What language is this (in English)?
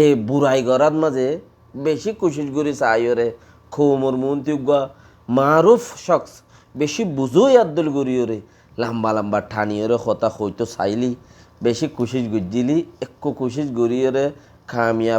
Rohingya